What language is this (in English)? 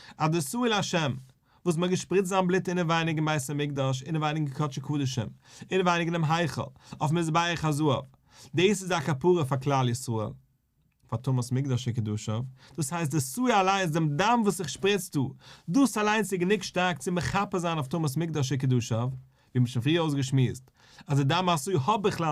Yiddish